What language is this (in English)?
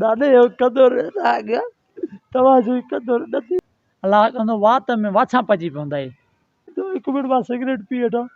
Sindhi